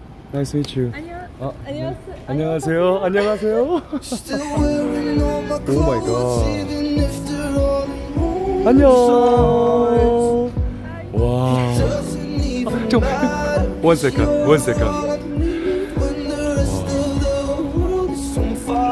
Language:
Korean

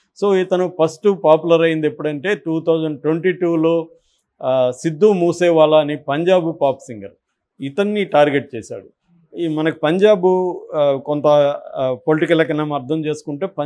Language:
Telugu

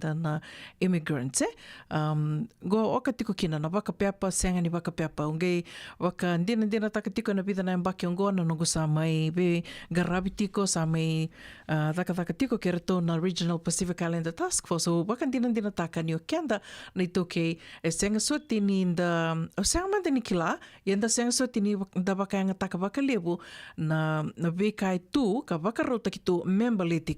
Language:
Fijian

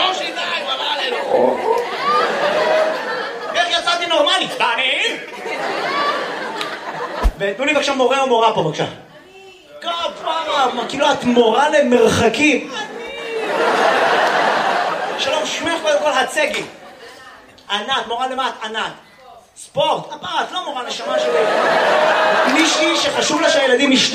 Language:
Hebrew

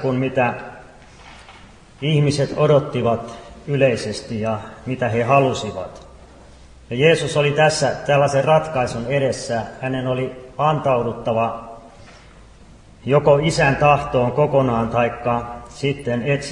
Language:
Finnish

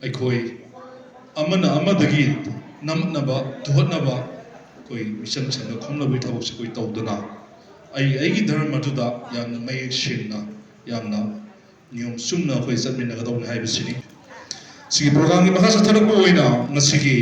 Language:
Manipuri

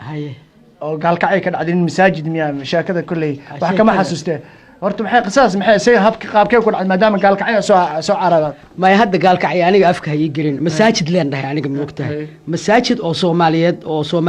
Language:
Somali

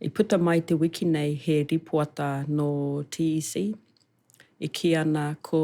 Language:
Māori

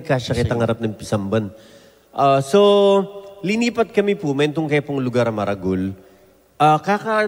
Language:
Pampanga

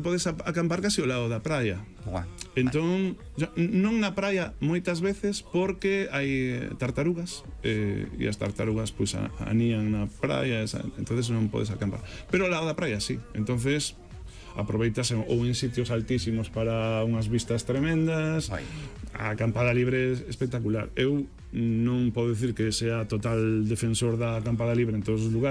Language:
Galician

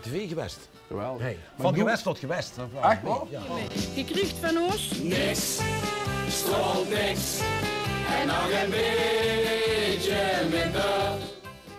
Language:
Limburgish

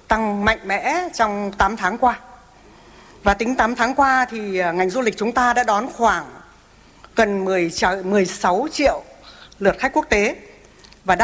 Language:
Vietnamese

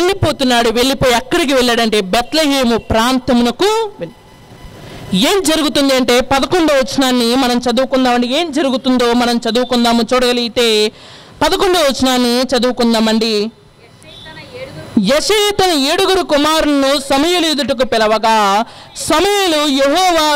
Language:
Telugu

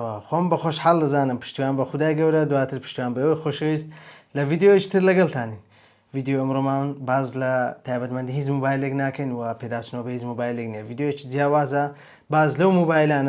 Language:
Central Kurdish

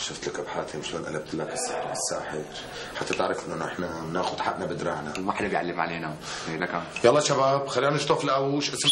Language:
North Levantine Arabic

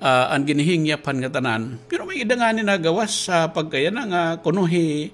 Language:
Waray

